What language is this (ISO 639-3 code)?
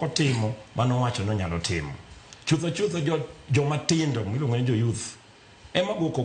luo